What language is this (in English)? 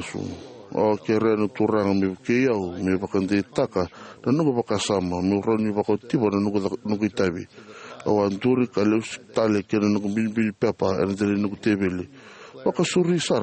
Fijian